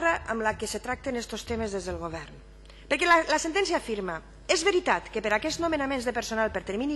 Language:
Catalan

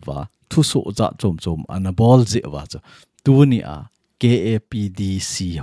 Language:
Thado Chin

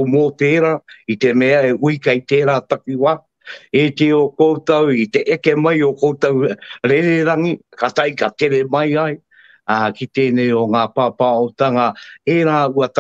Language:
Māori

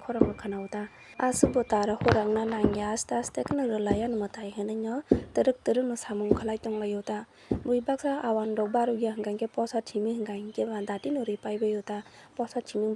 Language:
Kok Borok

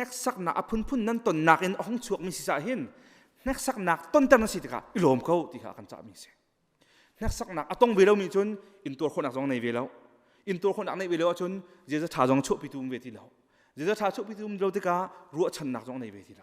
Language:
Hakha Chin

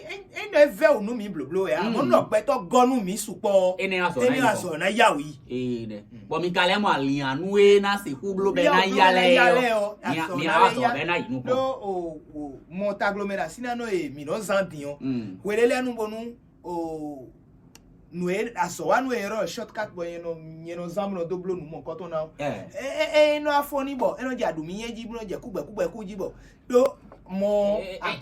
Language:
Fon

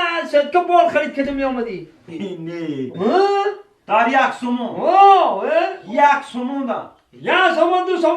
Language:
Tajik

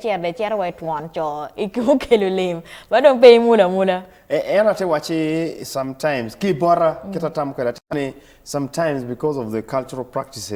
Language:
Acoli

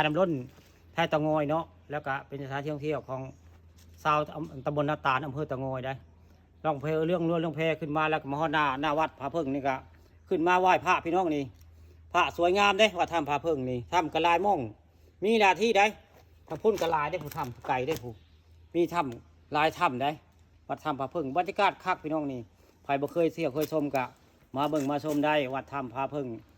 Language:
Northeastern Thai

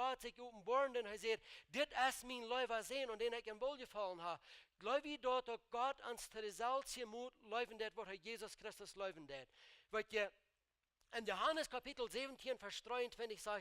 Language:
Plautdietsch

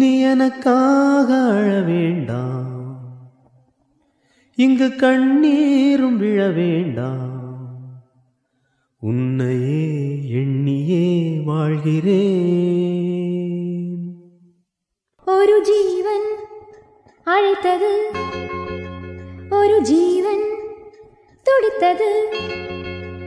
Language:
Tamil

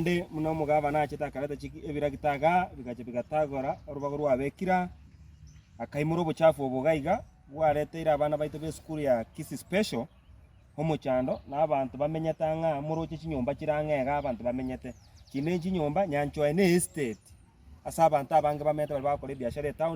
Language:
Gusii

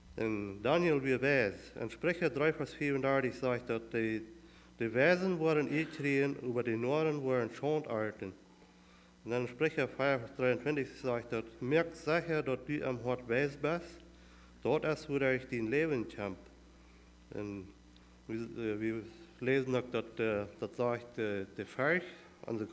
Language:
Plautdietsch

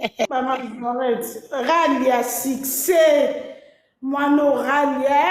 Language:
Lingala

